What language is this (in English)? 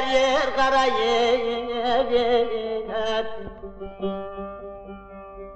Turkish